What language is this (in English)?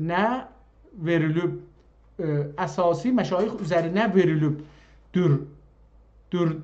South Azerbaijani